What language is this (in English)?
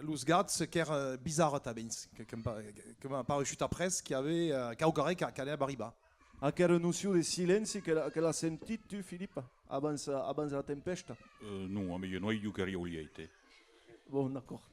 Occitan